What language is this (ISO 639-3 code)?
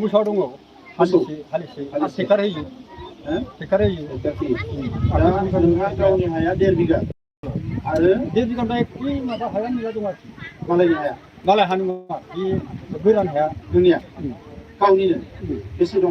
brx